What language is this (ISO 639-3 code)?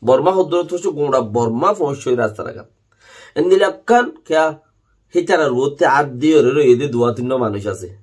rhg